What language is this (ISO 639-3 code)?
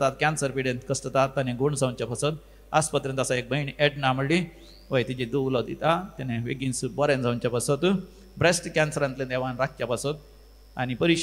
kok